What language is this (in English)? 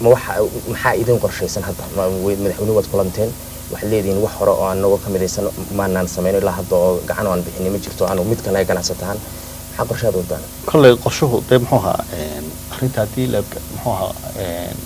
Somali